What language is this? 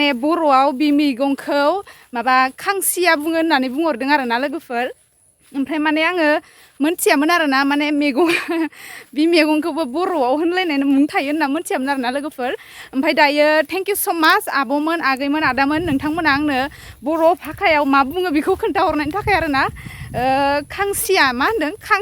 Bodo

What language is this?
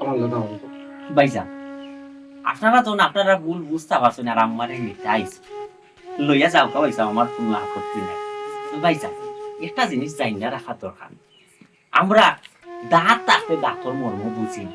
Sylheti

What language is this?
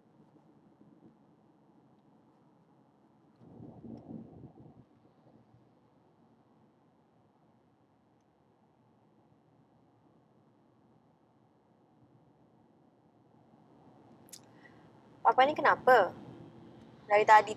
Malay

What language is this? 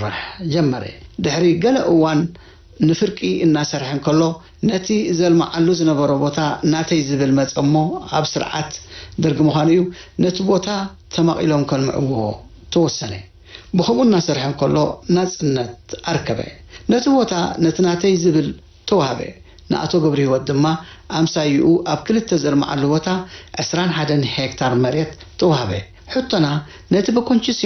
Tigrinya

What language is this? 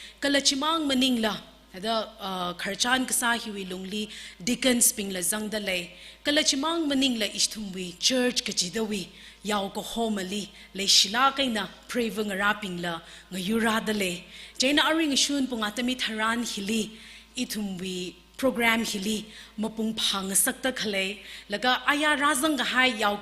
Tangkhul Naga (India)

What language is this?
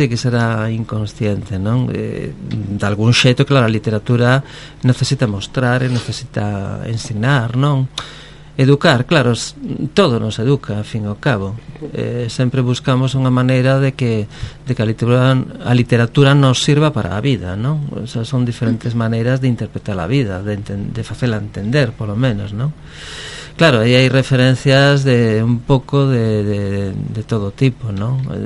Galician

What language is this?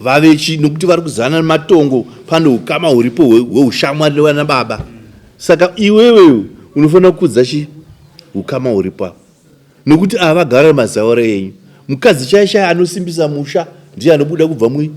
Shona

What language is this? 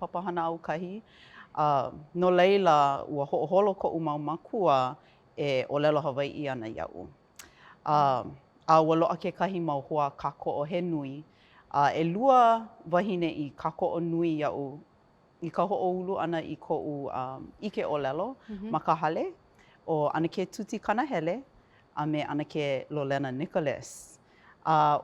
Hawaiian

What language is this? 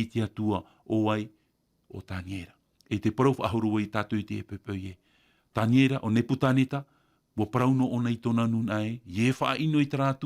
Tahitian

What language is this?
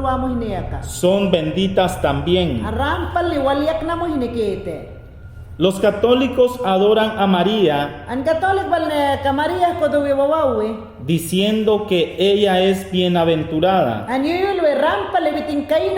Mayangna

